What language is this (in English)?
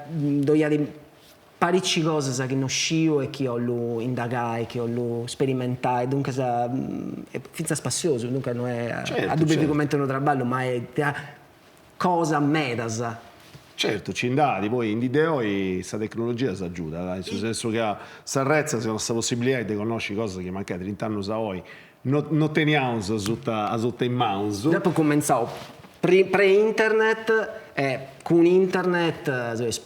Sardinian